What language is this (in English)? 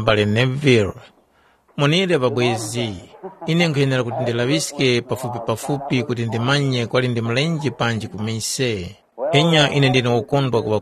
Tumbuka